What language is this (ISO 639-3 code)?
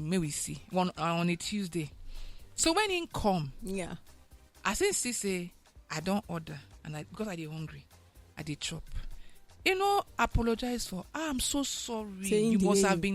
pcm